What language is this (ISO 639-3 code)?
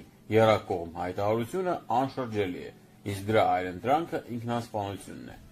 hye